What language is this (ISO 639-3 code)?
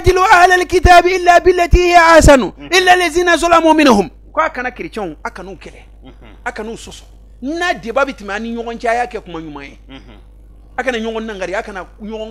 bam